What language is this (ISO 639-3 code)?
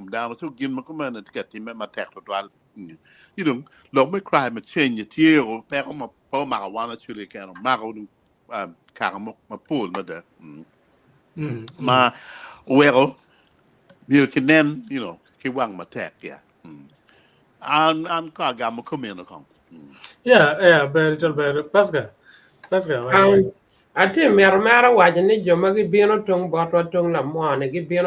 ach